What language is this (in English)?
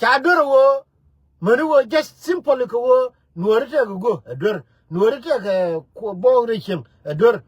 Nuer